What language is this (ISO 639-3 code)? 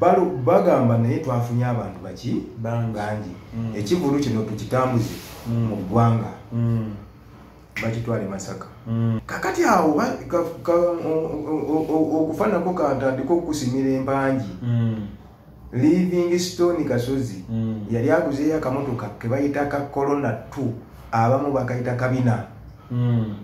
lug